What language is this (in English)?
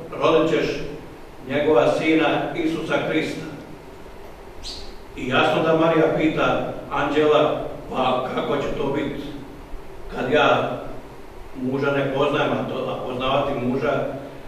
Croatian